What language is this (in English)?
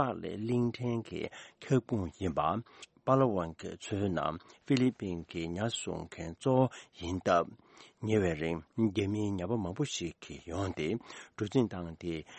Tibetan